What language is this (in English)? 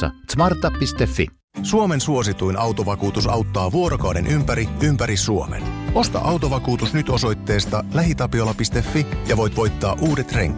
Finnish